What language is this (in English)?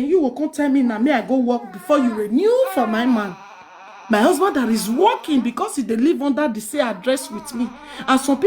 Nigerian Pidgin